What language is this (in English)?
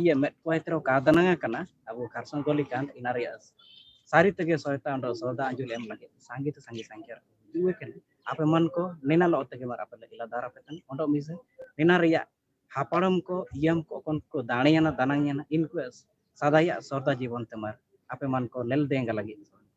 Santali